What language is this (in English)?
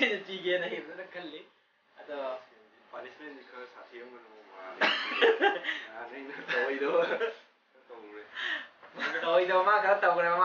Manipuri